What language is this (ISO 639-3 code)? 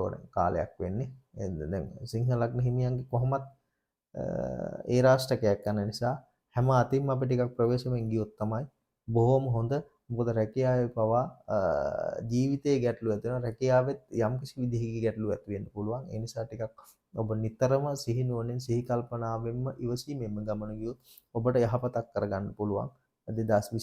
sin